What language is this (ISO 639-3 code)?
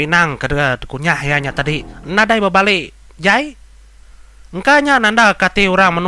iba